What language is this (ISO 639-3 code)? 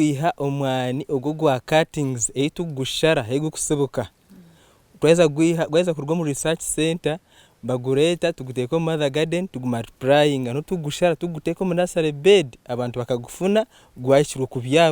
nyn